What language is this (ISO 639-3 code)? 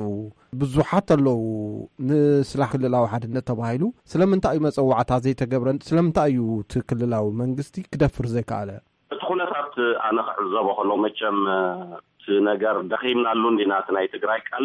tir